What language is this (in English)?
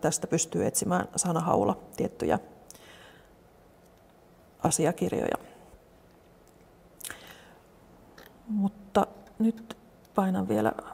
Finnish